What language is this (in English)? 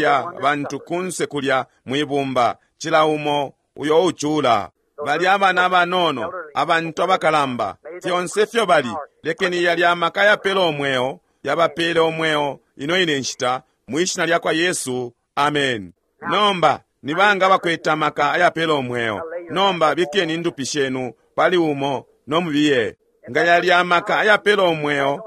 Bemba